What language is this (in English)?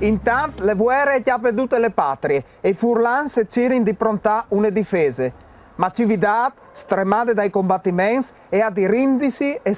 Friulian